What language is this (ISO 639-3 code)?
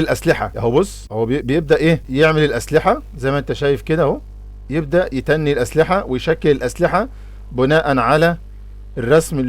arz